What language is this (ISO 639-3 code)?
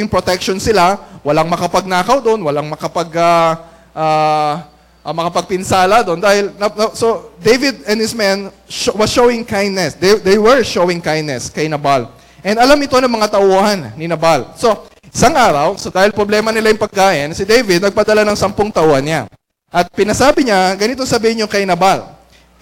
fil